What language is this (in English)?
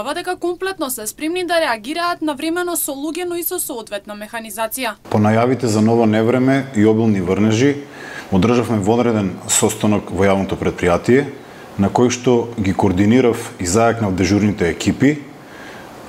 Macedonian